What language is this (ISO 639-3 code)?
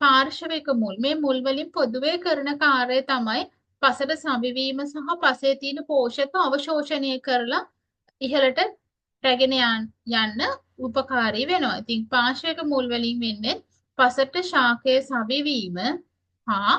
sin